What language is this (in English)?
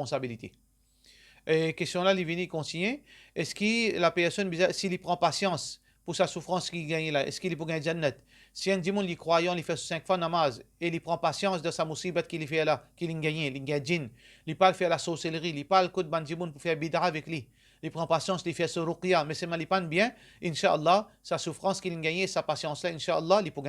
Morisyen